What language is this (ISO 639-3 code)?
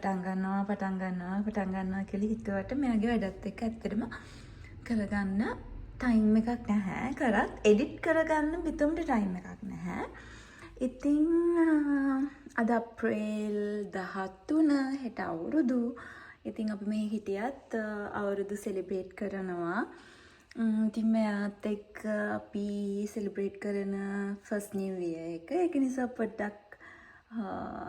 sin